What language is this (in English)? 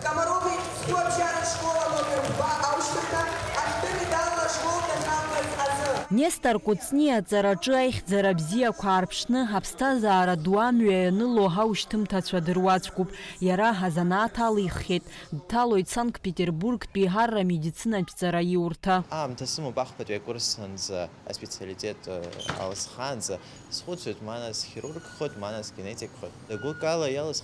Abkhazian